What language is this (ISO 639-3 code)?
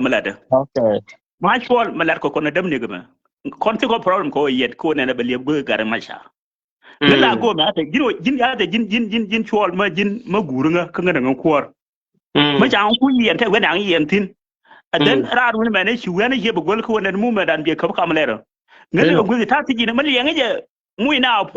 nus